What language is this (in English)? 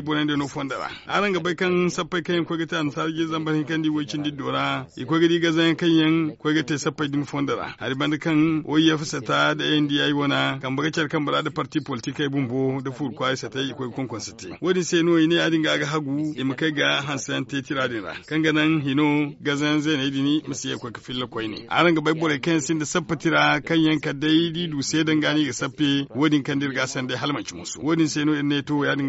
Zarma